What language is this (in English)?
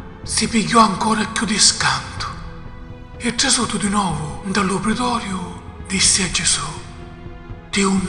Sicilian